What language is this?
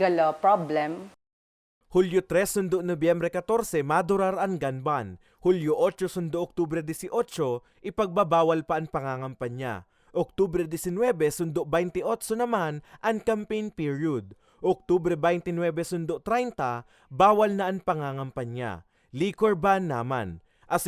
Bikol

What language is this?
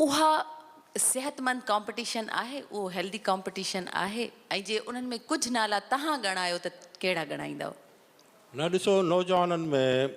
Sindhi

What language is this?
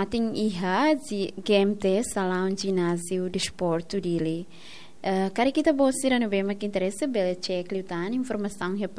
Tetum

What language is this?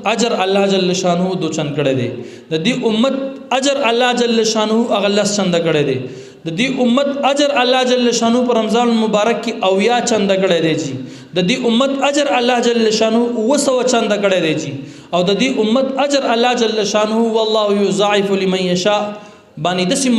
Pashto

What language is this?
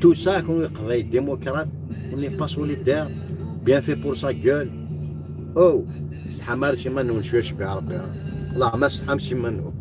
Kabyle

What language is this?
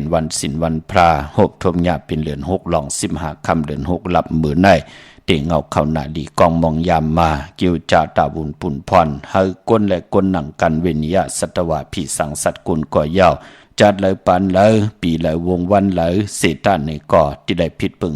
Shan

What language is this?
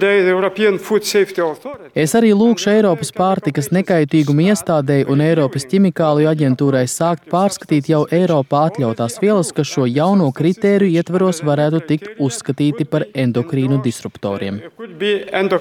Latvian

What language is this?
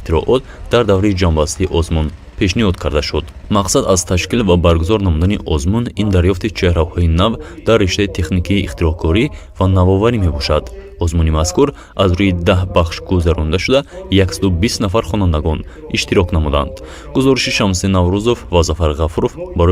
Tajik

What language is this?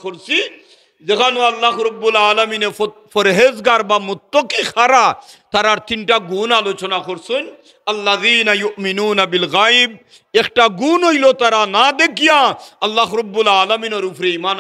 Sylheti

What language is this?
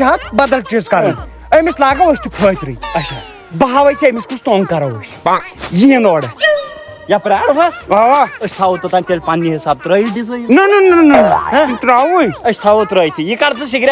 Kashmiri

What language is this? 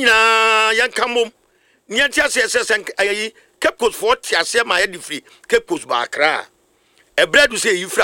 Akan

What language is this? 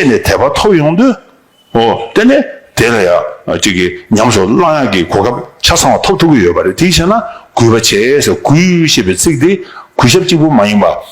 Tibetan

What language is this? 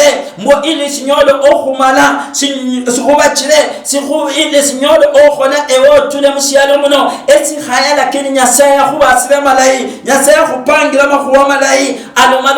Luyia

